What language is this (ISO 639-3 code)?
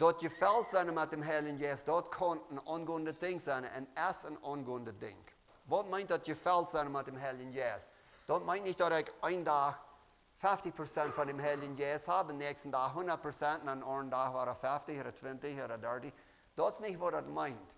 pdt